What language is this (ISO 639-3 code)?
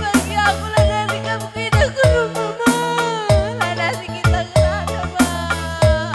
btx